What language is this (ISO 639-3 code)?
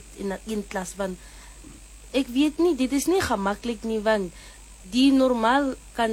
afr